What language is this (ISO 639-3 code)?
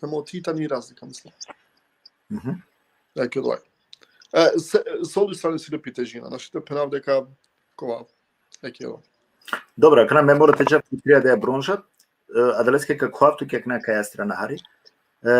rmn